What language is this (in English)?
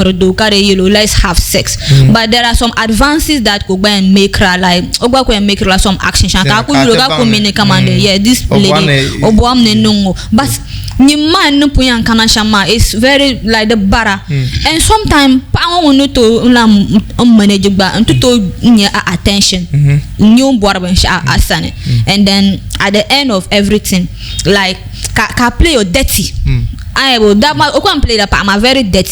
Dagbani